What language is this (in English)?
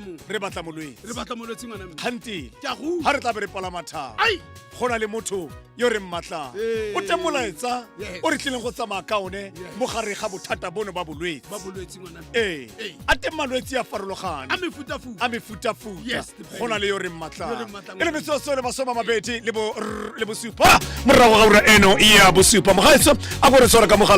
Tswana